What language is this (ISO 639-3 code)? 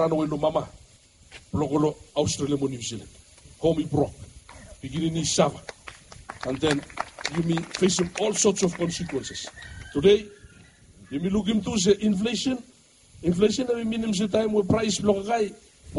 bis